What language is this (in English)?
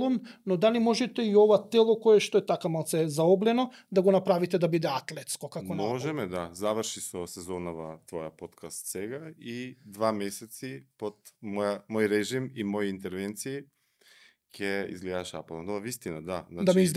Macedonian